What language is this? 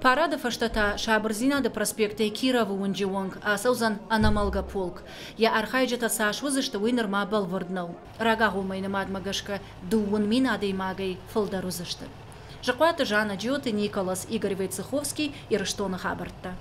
Ossetic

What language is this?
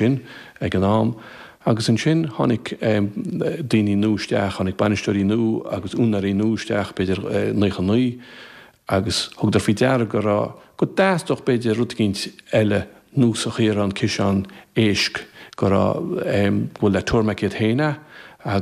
Irish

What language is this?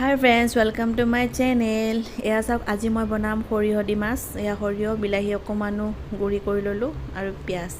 Assamese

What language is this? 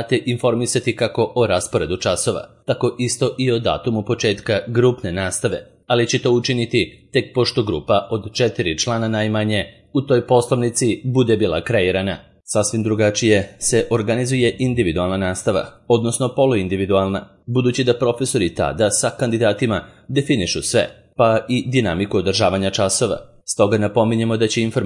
Serbian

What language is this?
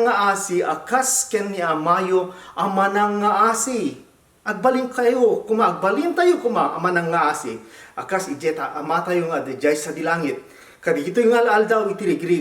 Iloko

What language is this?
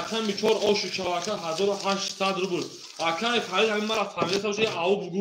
Tajik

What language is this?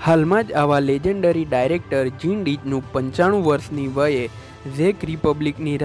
Gujarati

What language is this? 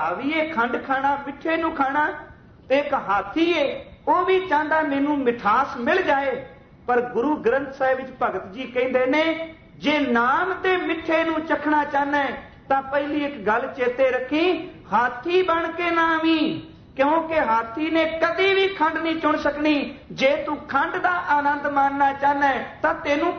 Punjabi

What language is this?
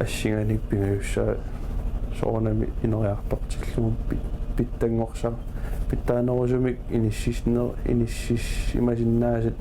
Kalaallisut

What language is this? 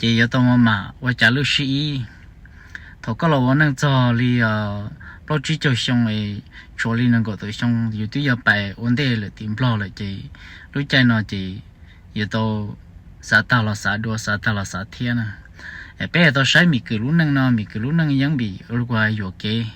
Hmong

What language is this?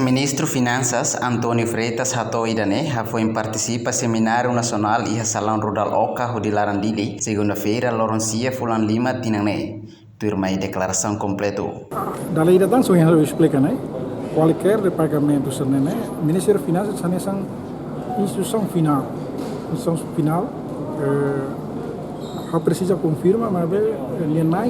Tetum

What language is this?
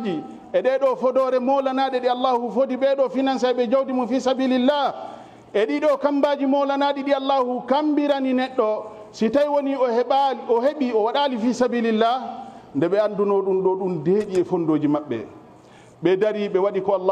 Fula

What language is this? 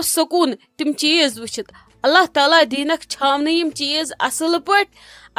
Kashmiri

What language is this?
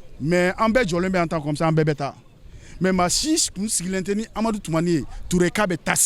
Bambara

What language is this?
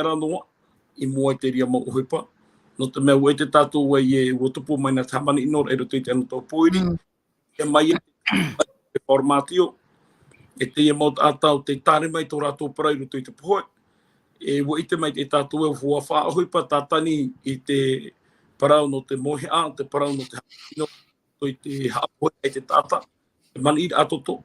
Tahitian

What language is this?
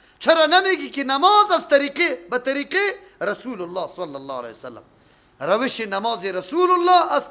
Persian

